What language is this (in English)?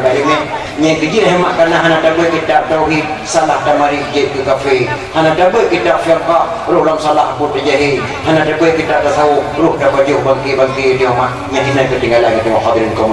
Achinese